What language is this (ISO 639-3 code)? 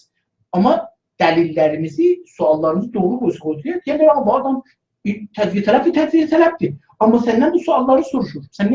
azb